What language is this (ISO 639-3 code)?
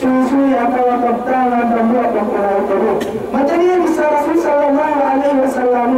yka